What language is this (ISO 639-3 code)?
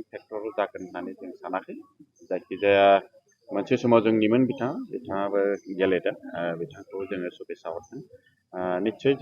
brx